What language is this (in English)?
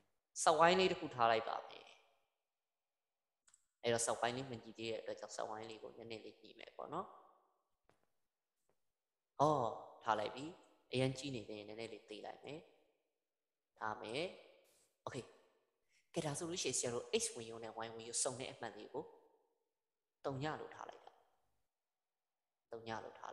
Burmese